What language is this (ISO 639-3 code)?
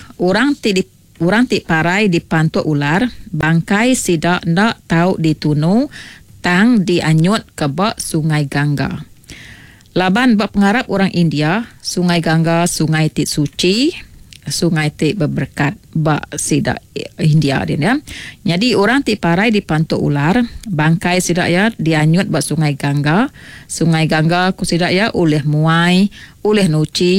iba